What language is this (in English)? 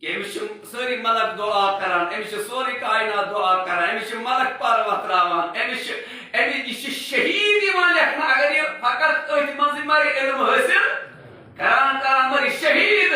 Kashmiri